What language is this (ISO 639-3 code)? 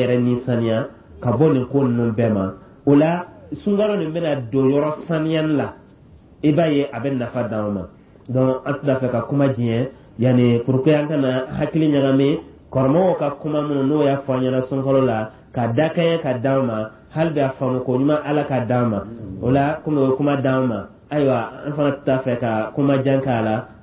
dyu